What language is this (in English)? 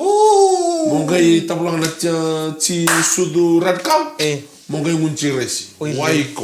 Fijian